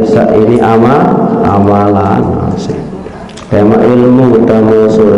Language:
Sasak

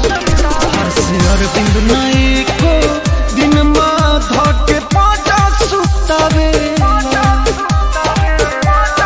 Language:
Bhojpuri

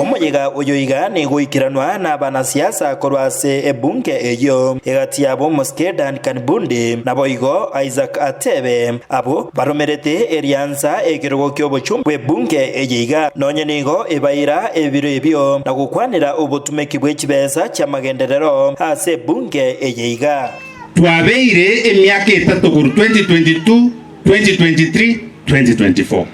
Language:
Gusii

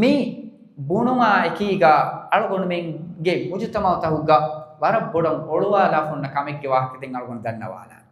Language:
Divehi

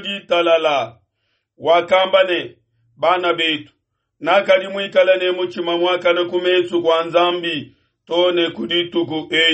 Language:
Luba-Lulua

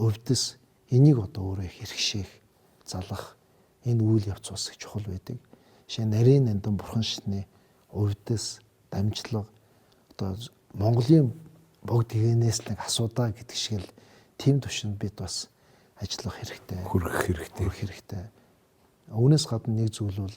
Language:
Mongolian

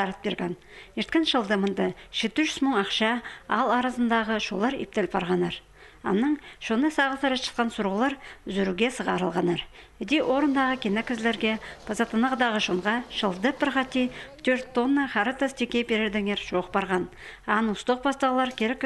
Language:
Khakas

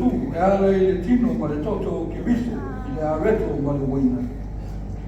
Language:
Samoan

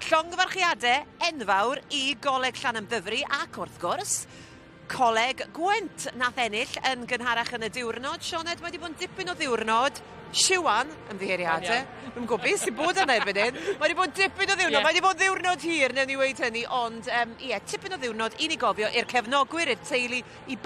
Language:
Welsh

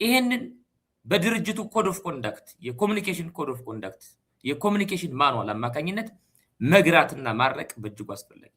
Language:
Amharic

